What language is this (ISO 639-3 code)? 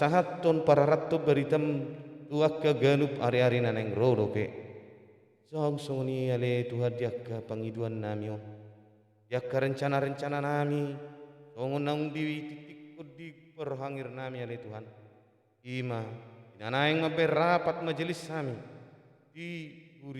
bbc